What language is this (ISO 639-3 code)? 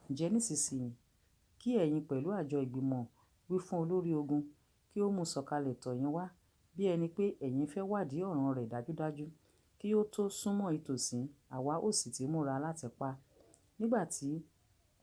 yor